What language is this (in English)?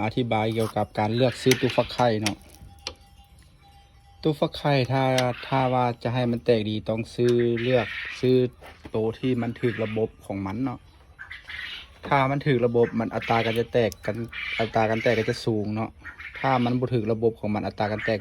Lao